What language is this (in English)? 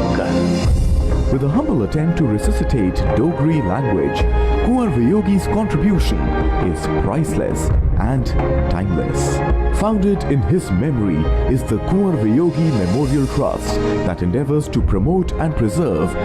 Dogri